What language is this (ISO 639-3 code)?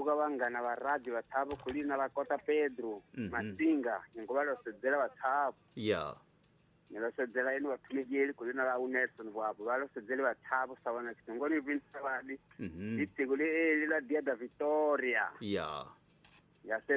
tso